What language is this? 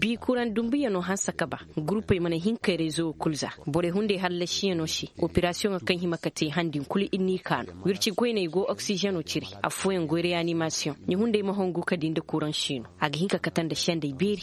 Zarma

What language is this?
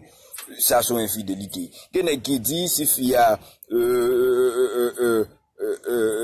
Haitian Creole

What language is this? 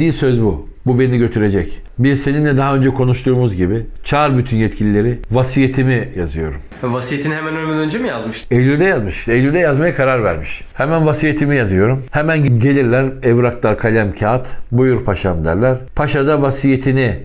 Turkish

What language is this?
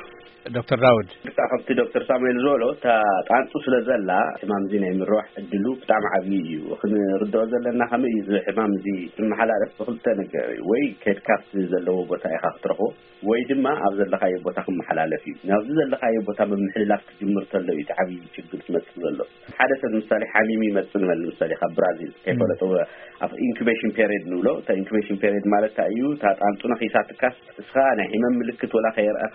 Tigrinya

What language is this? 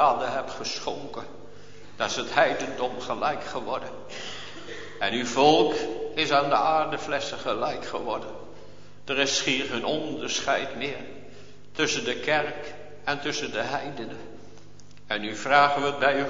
Dutch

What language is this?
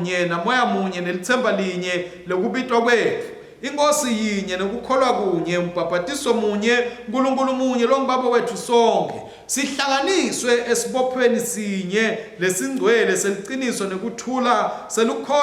Swati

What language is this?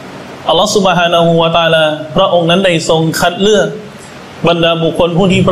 Thai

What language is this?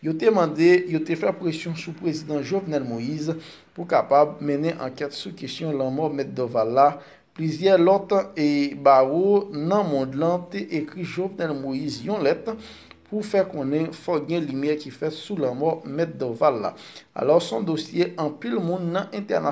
Haitian Creole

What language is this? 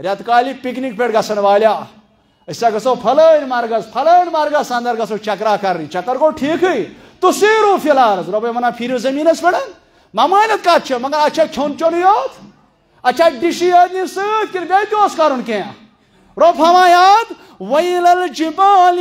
Kashmiri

